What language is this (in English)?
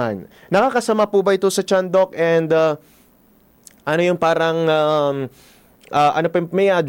Filipino